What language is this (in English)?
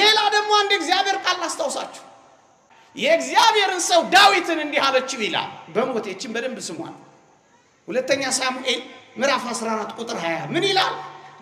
Amharic